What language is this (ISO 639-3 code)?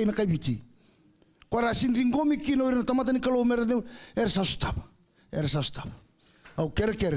fij